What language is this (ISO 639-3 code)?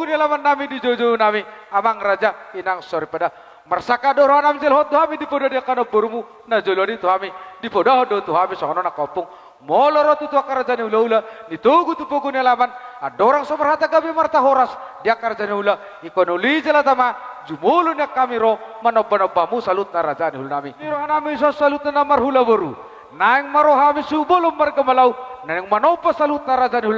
bbc